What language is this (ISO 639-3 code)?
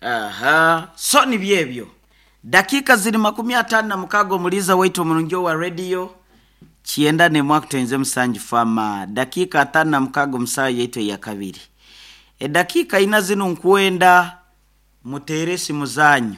nyo